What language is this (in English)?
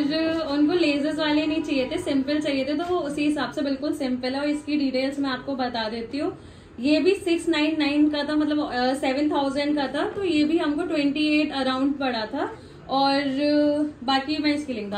Hindi